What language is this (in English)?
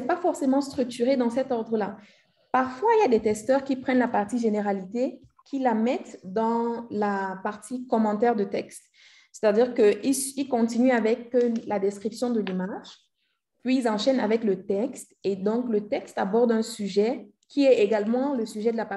French